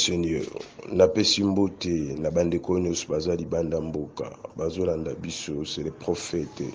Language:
Lingala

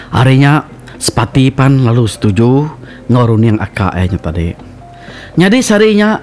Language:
Iban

